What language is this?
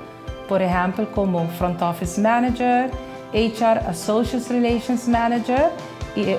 Papiamento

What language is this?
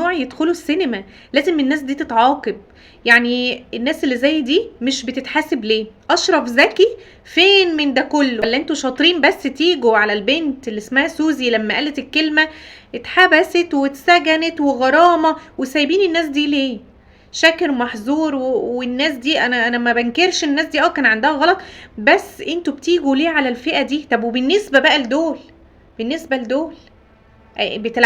Egyptian Arabic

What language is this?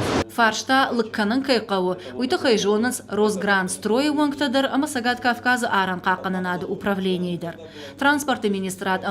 Ossetic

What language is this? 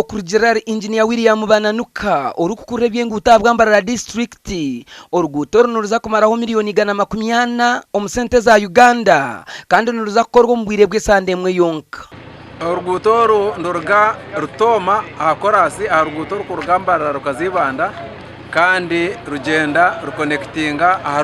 Nyankole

